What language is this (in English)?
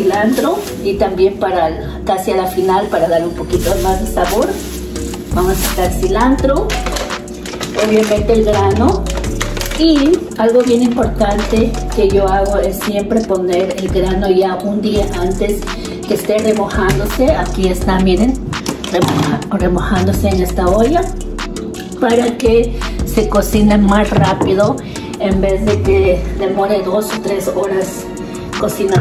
Spanish